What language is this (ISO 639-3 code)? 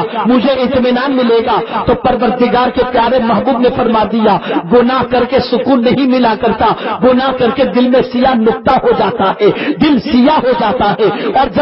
urd